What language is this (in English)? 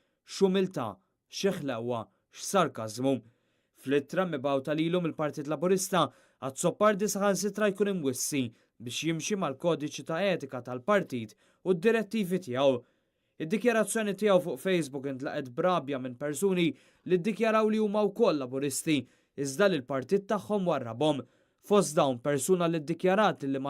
Maltese